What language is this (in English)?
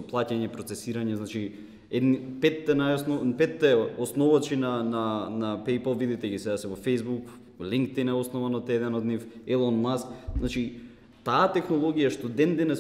Macedonian